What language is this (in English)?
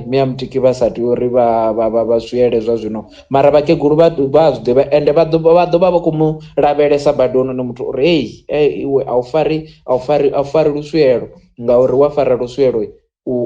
Venda